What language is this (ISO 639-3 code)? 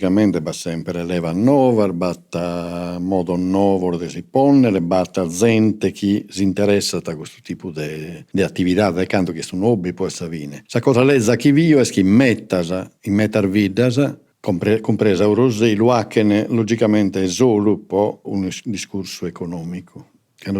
srd